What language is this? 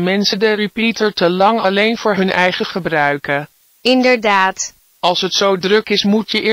Dutch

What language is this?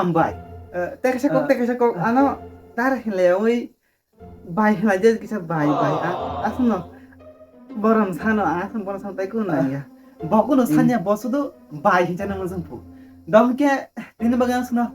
Kok Borok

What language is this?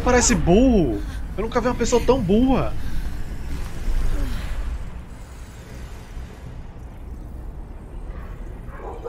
Portuguese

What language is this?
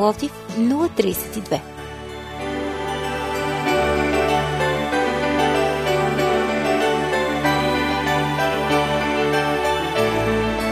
Bulgarian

